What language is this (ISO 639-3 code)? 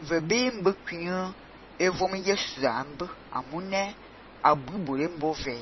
fan